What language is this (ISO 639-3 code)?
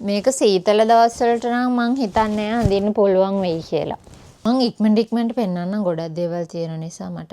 sin